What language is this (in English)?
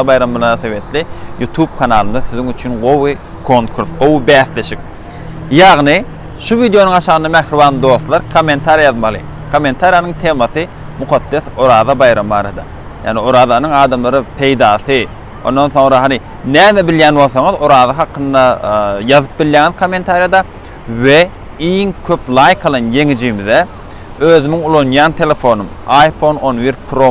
Turkmen